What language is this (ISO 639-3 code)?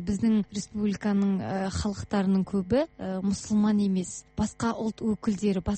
kaz